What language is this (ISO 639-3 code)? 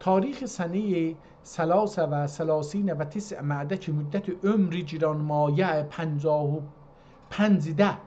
azb